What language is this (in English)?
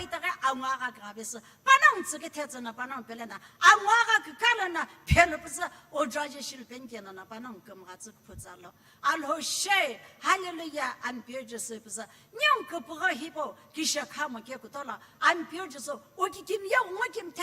Sumi Naga